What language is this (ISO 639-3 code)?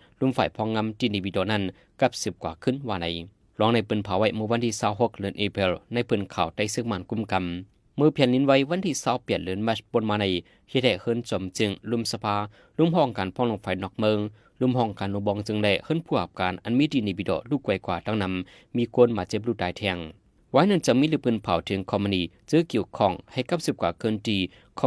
shn